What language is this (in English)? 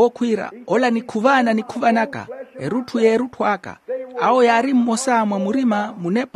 Makhuwa